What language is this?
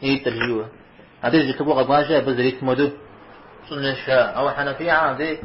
Kabardian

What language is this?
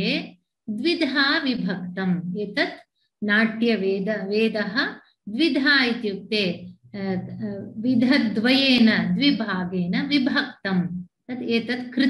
Sanskrit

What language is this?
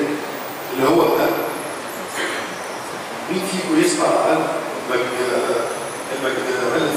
Egyptian Arabic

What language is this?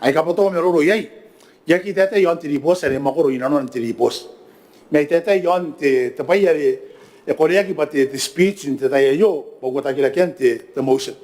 Gilbertese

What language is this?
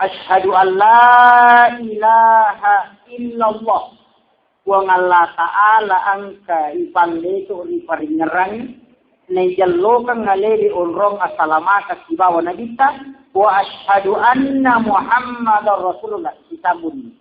Buginese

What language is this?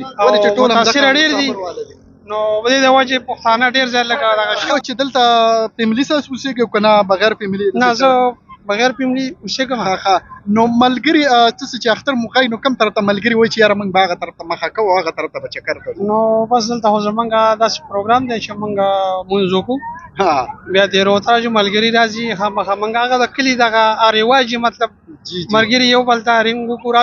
Pashto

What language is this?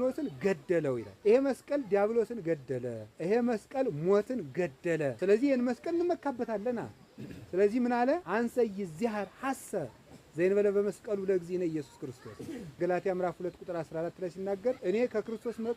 Amharic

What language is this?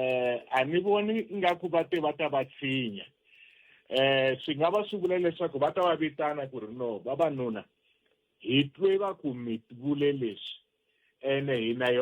Tsonga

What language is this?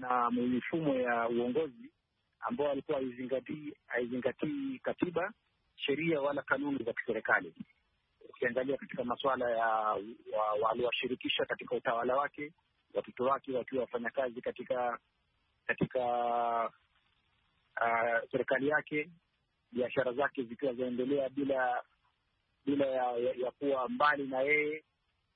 Swahili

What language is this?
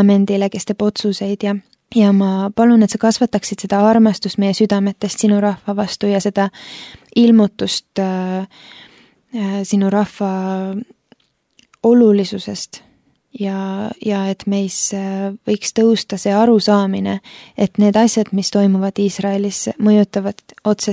Estonian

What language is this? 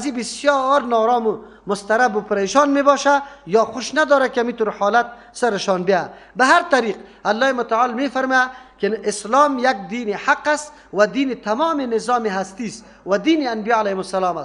Persian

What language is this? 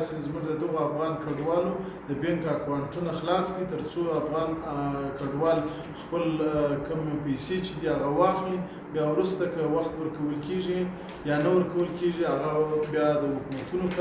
Pashto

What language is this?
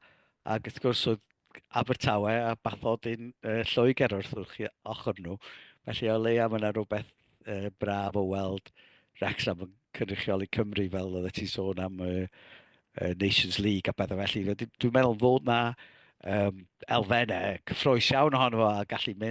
Welsh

